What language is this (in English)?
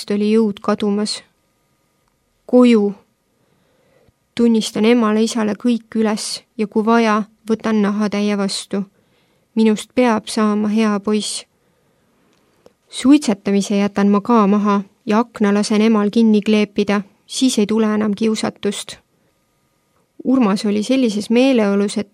Estonian